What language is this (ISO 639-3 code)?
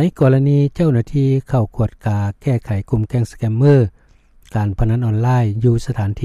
lao